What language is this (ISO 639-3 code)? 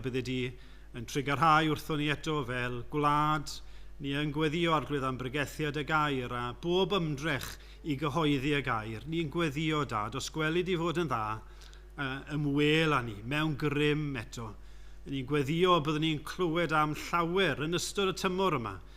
cym